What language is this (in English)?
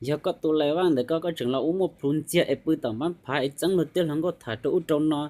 Hmong